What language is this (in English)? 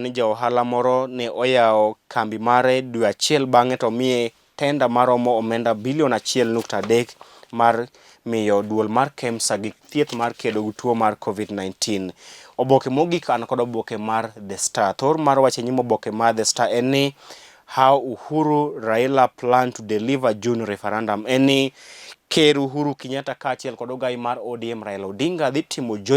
Luo (Kenya and Tanzania)